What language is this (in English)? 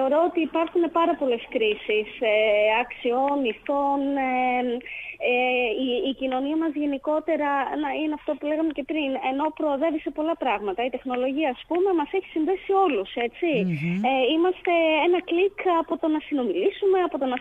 Greek